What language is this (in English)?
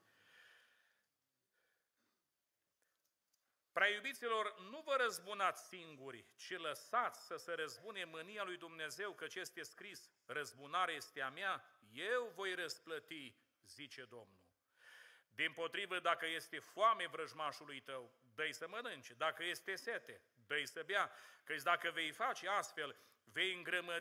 Romanian